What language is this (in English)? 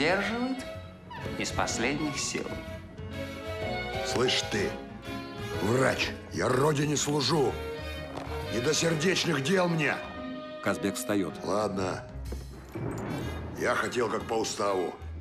Russian